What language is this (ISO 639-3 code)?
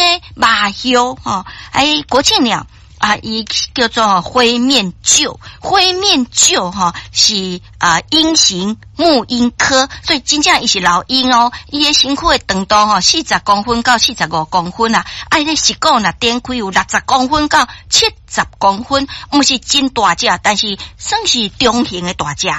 nan